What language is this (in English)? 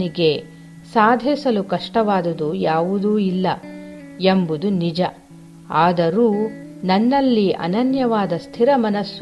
Kannada